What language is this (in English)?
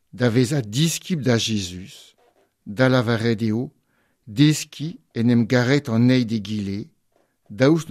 Breton